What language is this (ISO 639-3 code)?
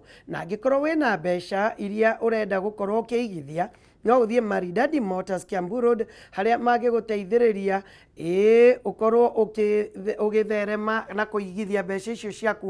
kik